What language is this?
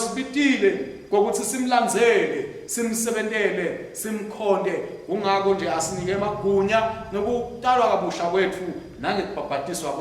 Swati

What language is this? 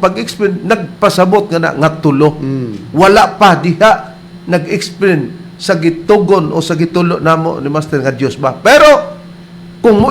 Cebuano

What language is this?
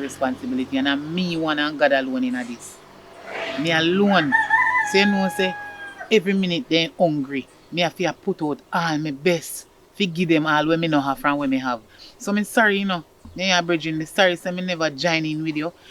Jamaican Creole English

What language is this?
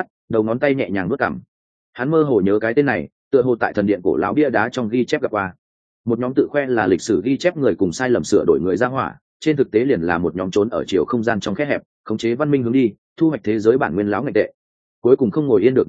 Vietnamese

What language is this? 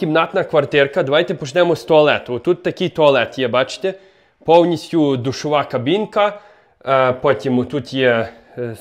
Ukrainian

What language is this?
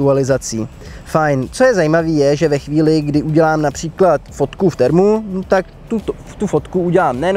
Czech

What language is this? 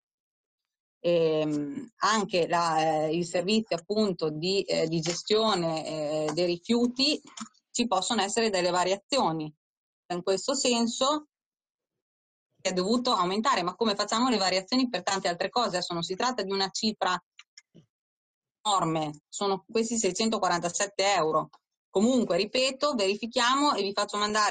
Italian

